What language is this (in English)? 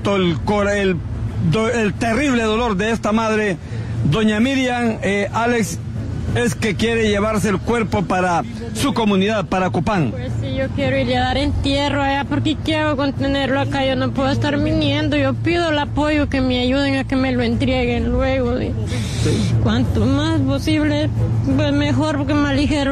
Spanish